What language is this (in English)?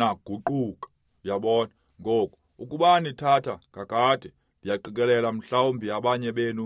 Xhosa